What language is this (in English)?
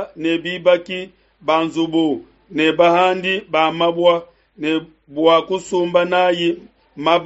Luba-Lulua